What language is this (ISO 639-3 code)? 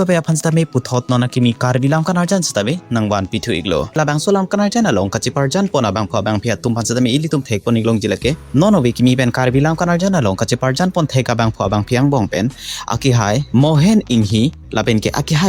mjw